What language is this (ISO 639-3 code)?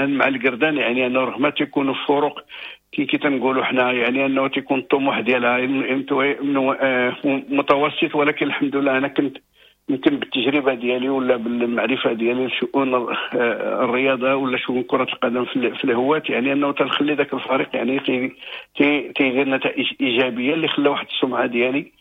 ary